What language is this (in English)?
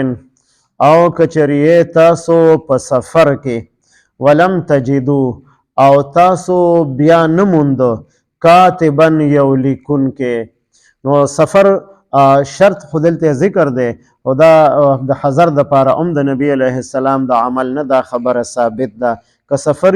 Pashto